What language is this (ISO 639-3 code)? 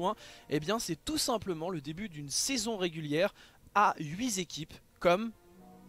fra